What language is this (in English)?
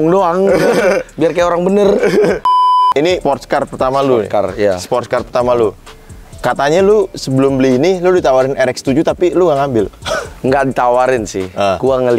Indonesian